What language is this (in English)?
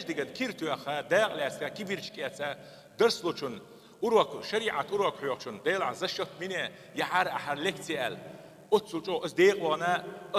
Chechen